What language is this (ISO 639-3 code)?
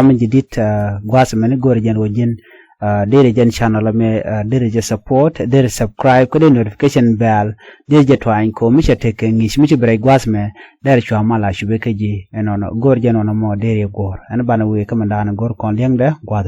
nus